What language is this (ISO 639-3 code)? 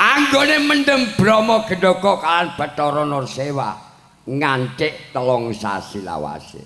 jav